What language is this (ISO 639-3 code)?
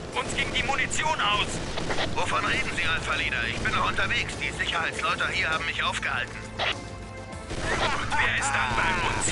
bar